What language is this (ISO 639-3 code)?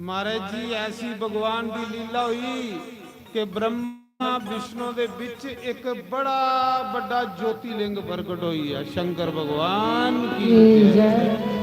doi